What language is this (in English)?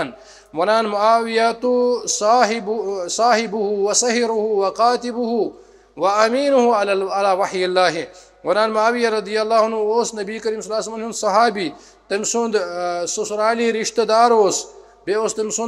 Kashmiri